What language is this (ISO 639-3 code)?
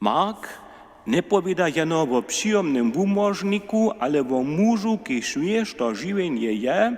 hsb